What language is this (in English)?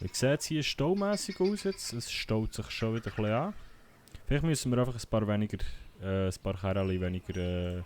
Swiss German